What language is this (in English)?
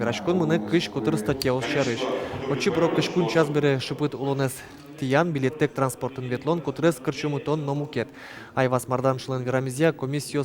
Udmurt